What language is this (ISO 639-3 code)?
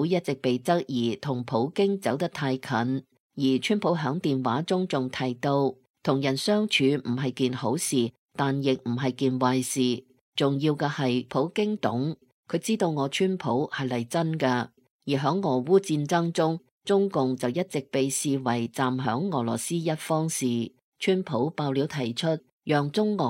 yue